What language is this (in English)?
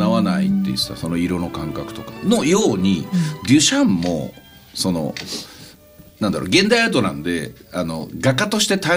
Japanese